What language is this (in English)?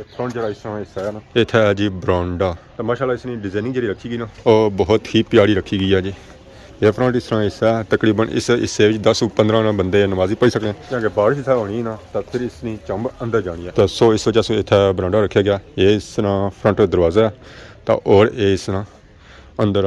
Pahari-Potwari